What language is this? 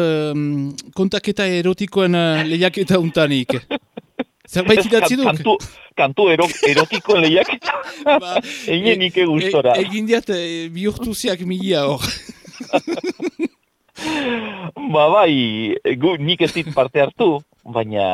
Basque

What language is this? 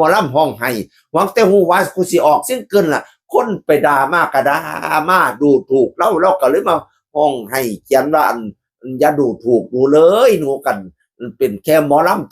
Northeastern Thai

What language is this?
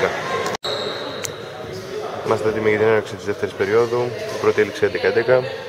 Greek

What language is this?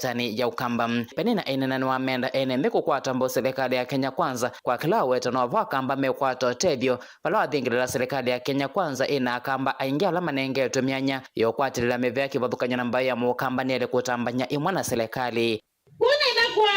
Kamba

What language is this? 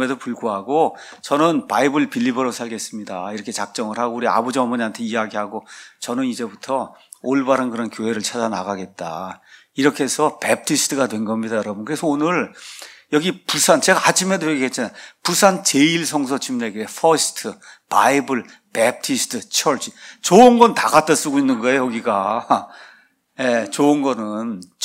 Korean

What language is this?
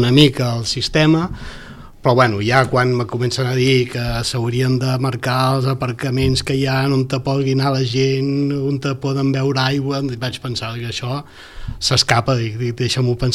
Catalan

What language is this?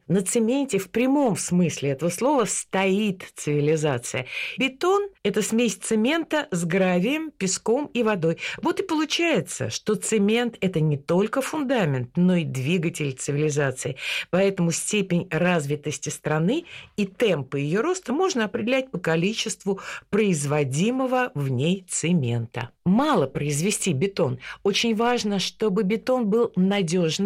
Russian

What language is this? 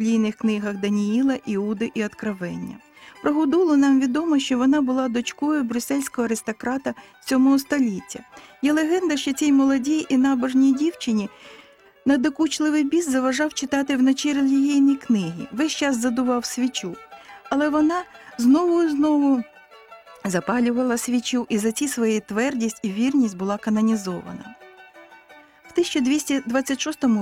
Ukrainian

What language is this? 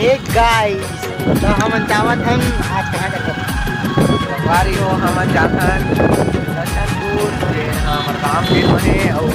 Chhattisgarhi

